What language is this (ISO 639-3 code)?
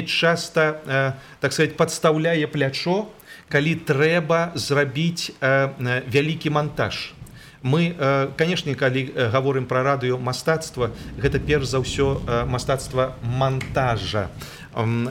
bel